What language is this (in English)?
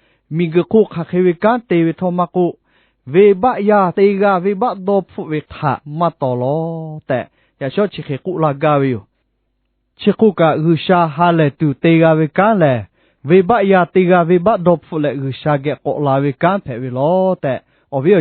Lahu